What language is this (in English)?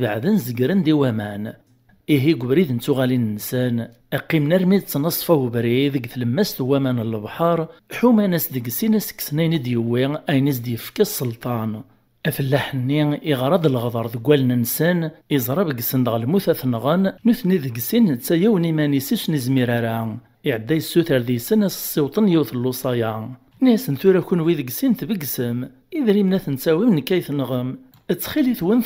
Kabyle